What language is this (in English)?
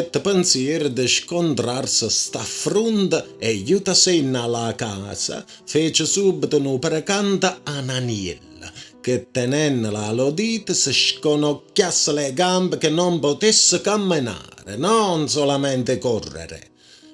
Neapolitan